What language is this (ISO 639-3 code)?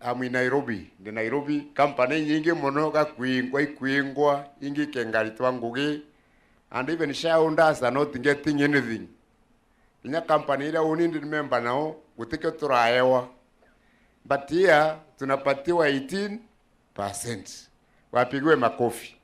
mer